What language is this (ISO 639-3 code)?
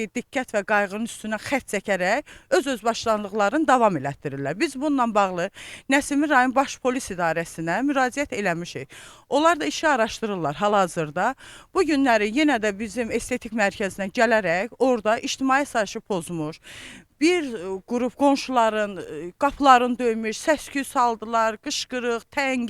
aze